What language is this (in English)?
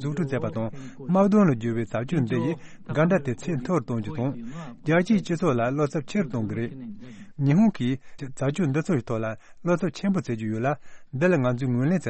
Tibetan